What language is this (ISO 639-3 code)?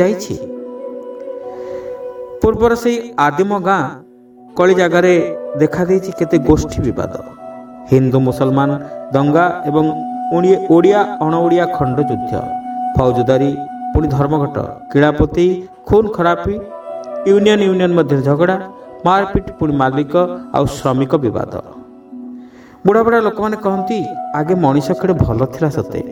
ori